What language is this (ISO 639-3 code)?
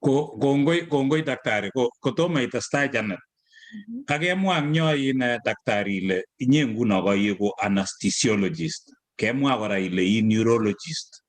kln